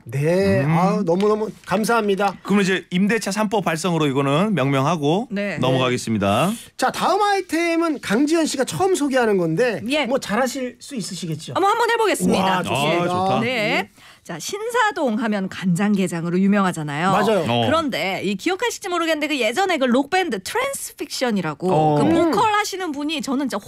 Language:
Korean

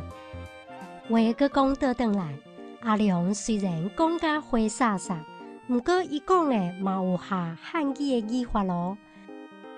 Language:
Min Nan Chinese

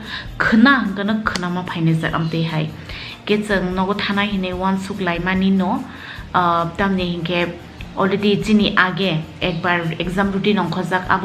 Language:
Kok Borok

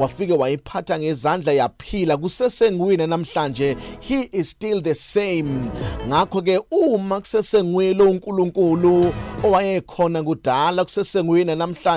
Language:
Zulu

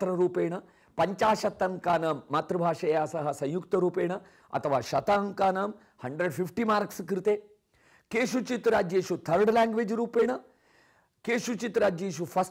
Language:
Sanskrit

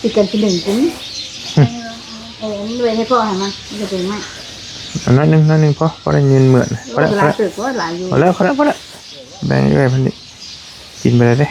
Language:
Northeastern Thai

